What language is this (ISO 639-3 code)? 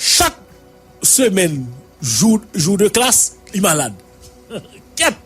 hat